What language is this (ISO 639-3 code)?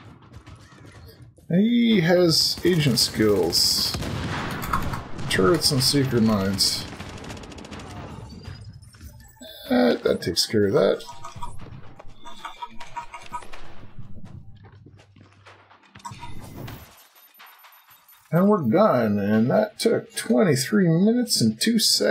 eng